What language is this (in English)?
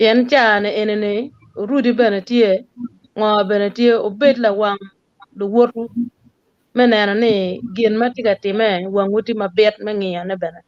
Acoli